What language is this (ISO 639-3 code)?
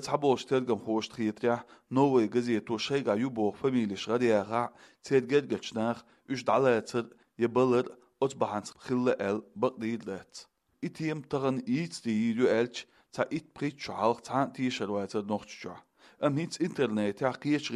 che